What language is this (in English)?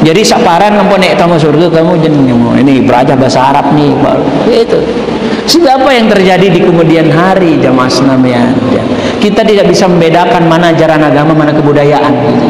Sasak